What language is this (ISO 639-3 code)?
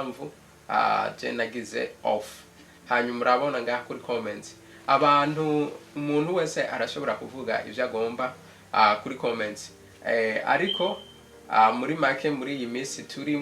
run